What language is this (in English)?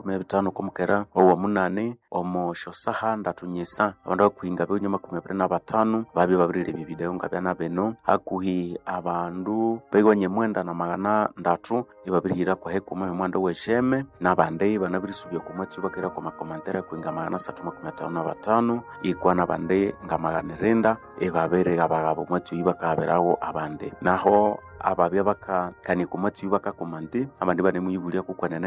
Nande